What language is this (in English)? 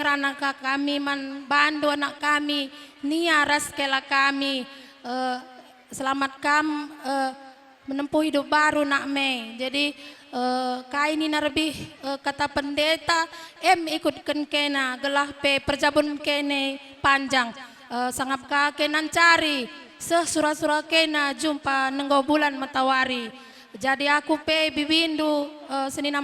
Batak Karo